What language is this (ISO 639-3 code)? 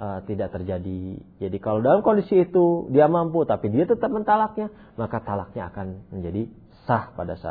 ind